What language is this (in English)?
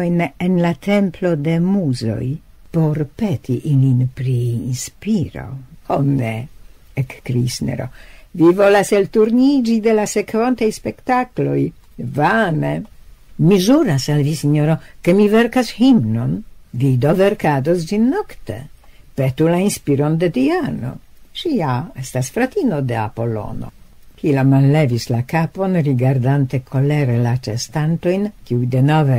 Esperanto